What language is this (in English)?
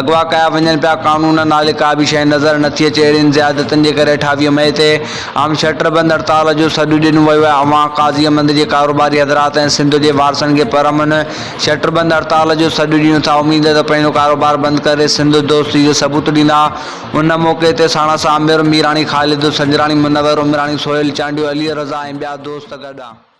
Sindhi